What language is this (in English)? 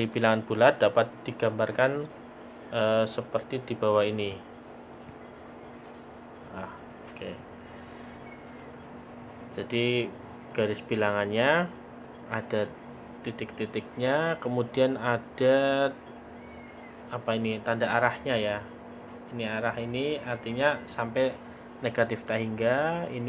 Indonesian